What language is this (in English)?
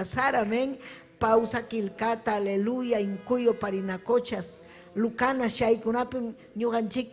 Ayacucho Quechua